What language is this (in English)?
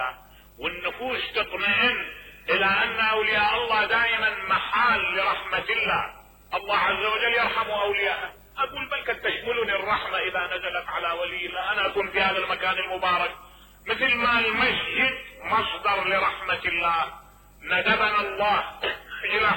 Mesopotamian Arabic